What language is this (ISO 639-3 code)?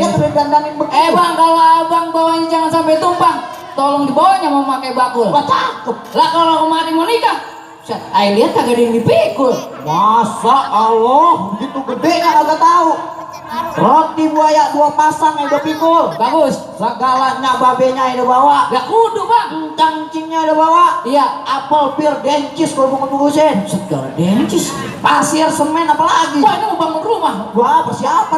bew